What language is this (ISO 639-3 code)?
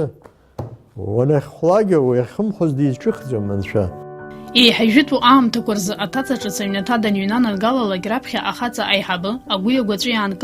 abk